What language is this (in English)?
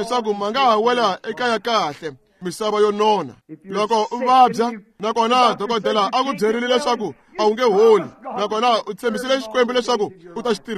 Tsonga